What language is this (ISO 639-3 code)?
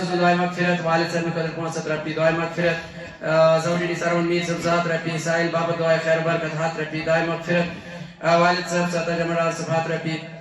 kas